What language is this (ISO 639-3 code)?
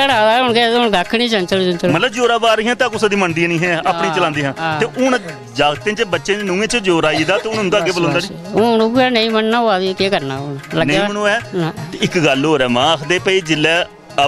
doi